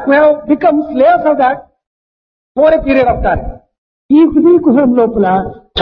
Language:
Telugu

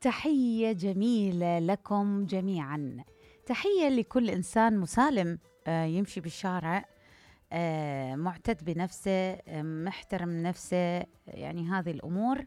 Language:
Mesopotamian Arabic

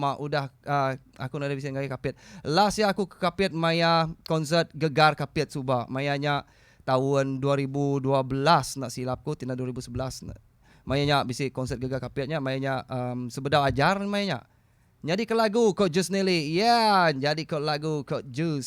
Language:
Iban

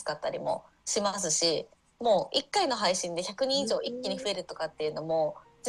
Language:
Japanese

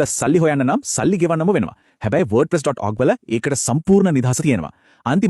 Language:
Sinhala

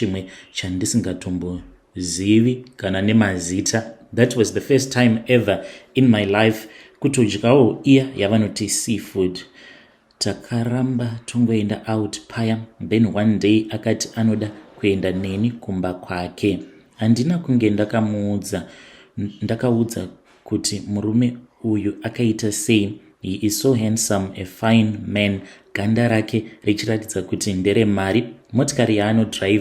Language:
Shona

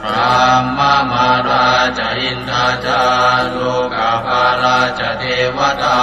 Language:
Pali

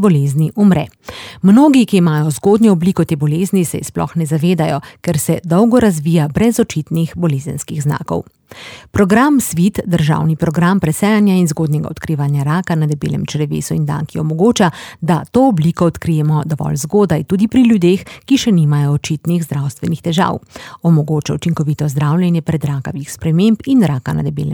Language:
Slovenian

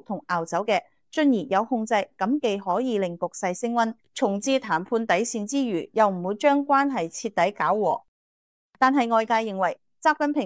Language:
Cantonese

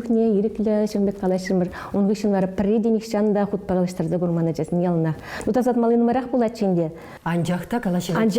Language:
Chuvash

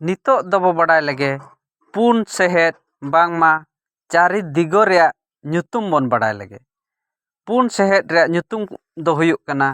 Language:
Santali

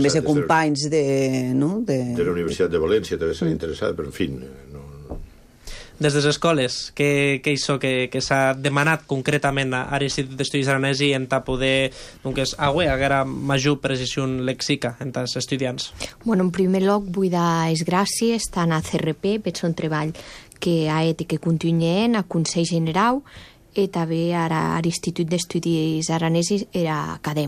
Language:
Catalan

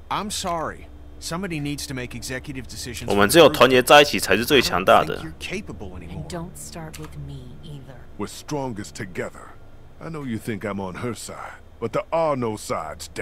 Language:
English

